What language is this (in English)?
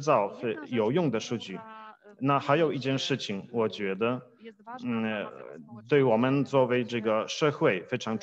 Chinese